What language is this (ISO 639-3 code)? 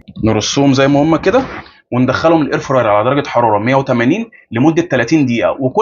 arz